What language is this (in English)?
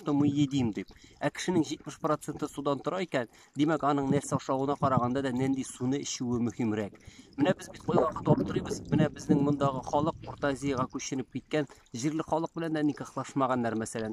Tatar